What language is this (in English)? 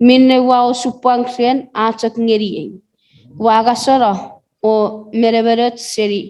Chuukese